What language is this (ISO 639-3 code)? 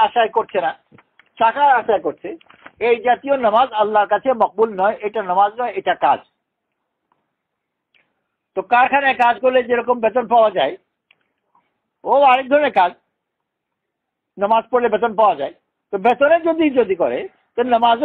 ben